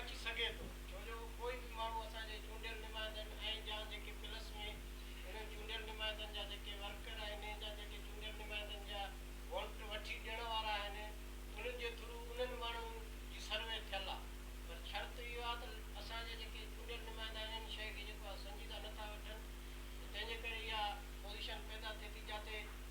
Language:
Sindhi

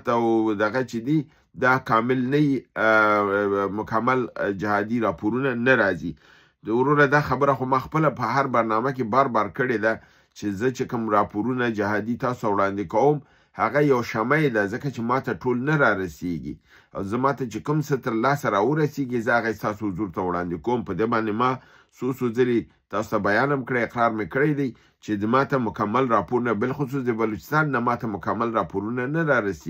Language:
Pashto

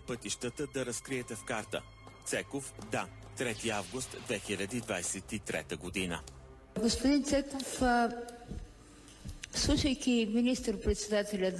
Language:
Bulgarian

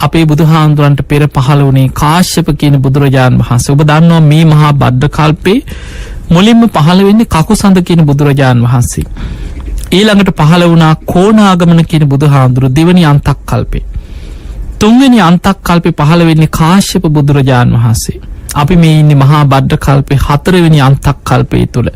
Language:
Sinhala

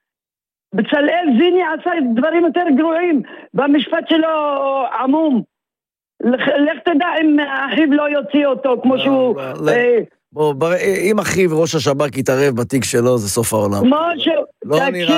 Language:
Hebrew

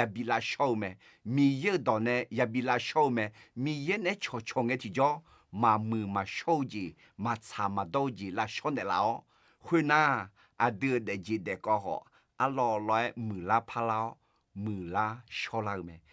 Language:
Akha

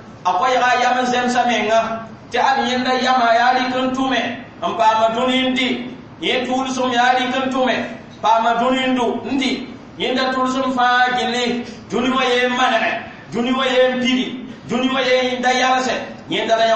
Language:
Mossi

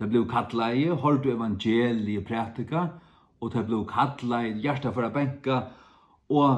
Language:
Faroese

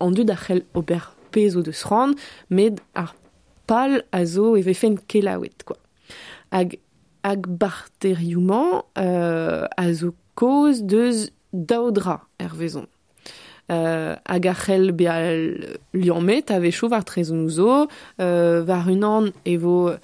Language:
Breton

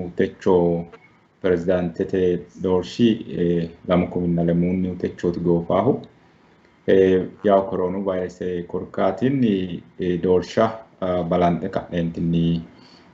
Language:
Sidamo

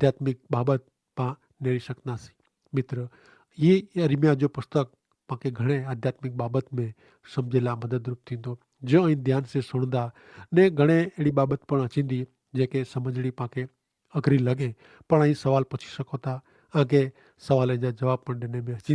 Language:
Kachhi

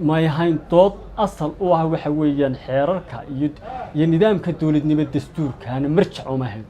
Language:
Somali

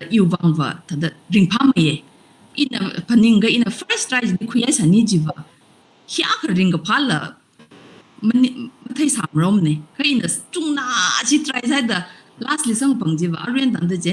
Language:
Tangkhul Naga (India)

